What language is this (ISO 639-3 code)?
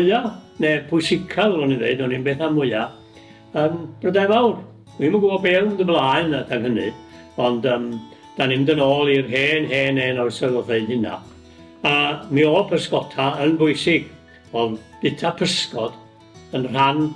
cym